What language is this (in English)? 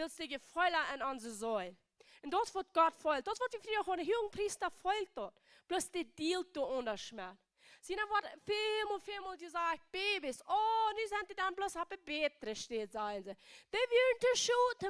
Plautdietsch